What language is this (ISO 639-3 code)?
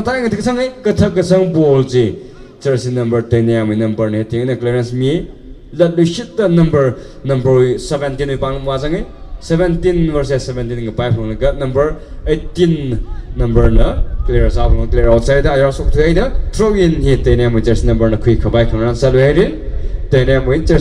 nmf